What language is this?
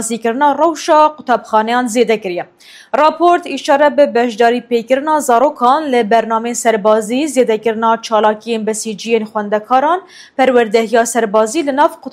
Kurdish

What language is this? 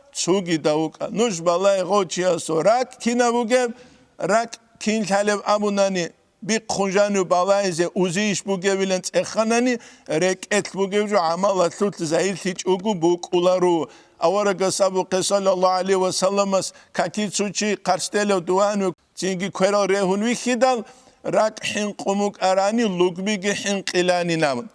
Avaric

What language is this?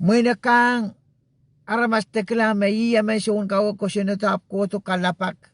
Pohnpeian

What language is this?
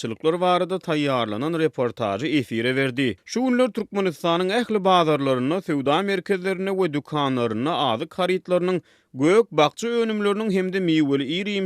Turkmen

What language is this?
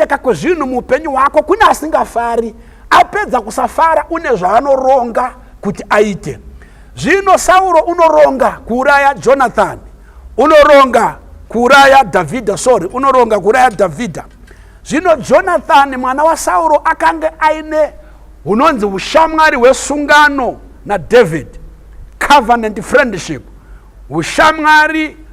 Shona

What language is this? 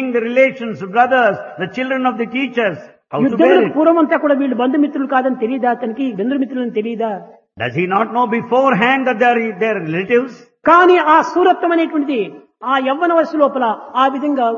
Telugu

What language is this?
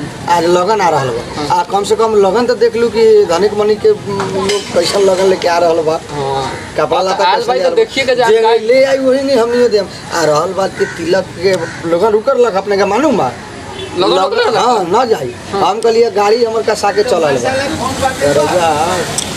Bhojpuri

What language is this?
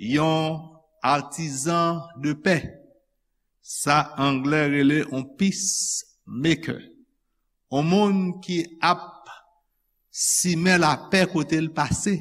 Haitian Creole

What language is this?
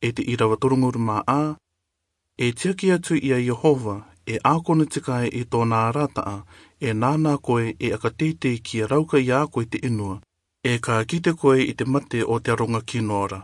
Rarotongan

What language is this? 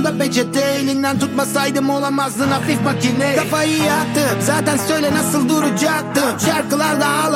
Turkish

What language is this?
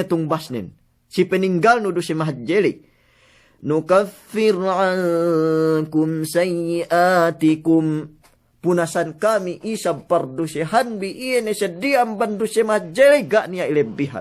Yakan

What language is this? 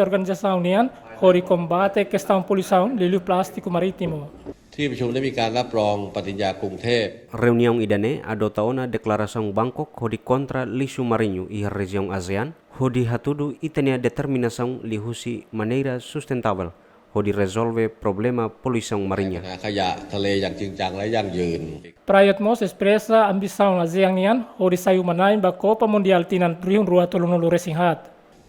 Tetum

